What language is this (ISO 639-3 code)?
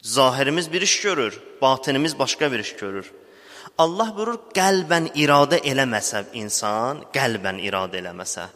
aze